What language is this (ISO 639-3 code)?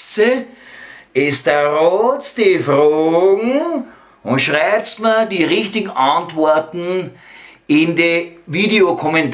bar